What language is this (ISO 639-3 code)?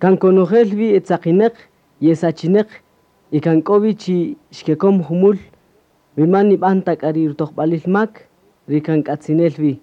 cak